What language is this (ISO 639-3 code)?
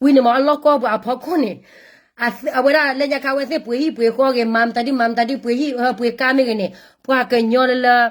ksw